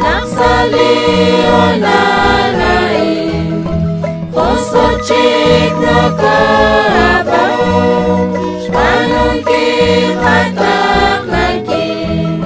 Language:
Kekchí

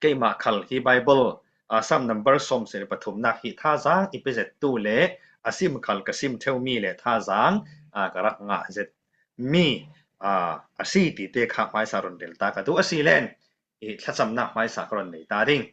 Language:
Falam Chin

